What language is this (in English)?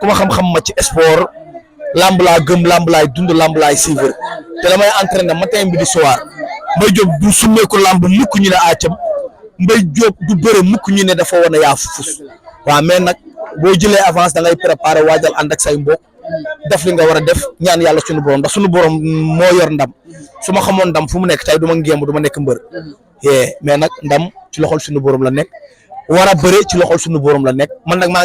Wolof